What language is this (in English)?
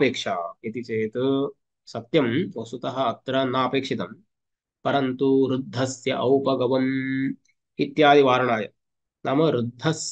Sanskrit